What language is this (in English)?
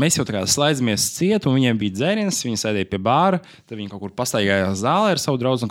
Latvian